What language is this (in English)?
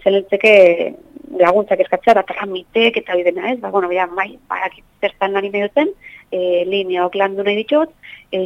Basque